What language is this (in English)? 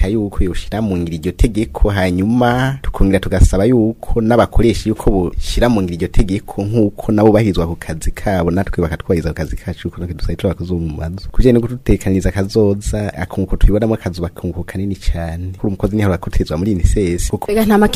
Rundi